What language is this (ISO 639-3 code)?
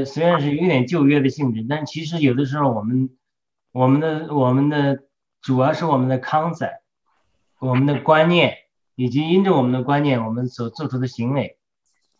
zho